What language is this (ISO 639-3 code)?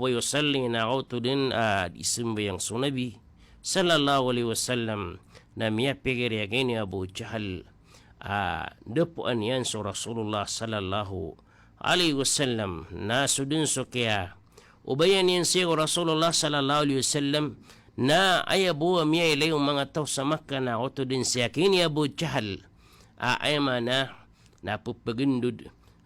mrw